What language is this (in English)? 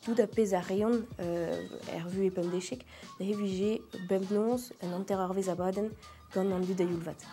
Breton